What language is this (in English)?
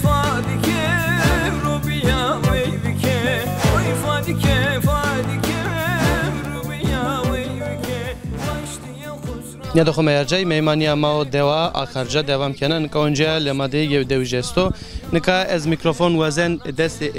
Zaza